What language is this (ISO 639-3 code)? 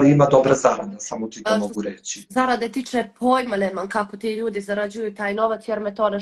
hrv